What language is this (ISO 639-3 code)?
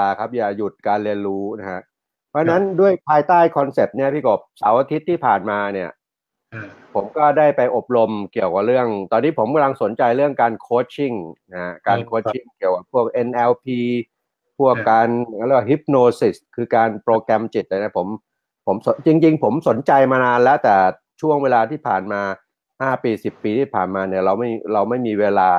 tha